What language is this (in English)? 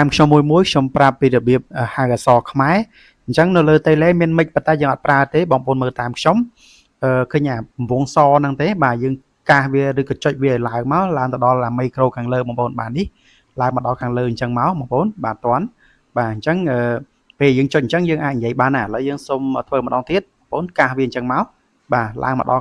Khmer